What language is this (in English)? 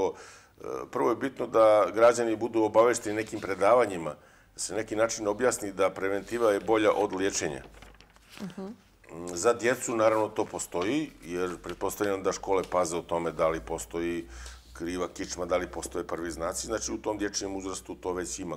Bosnian